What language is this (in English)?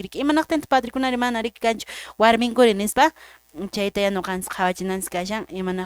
Quechua